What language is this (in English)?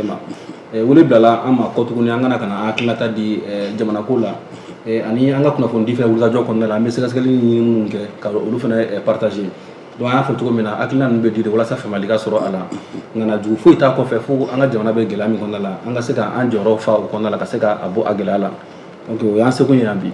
Bambara